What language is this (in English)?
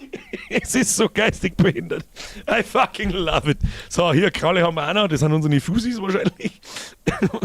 Bavarian